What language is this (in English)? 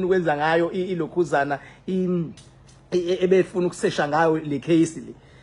Zulu